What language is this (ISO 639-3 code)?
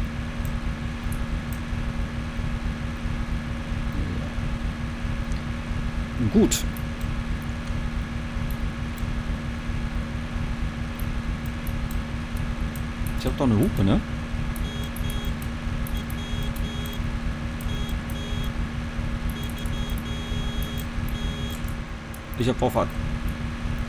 deu